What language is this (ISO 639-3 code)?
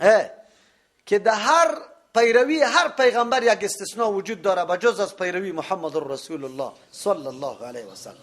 fas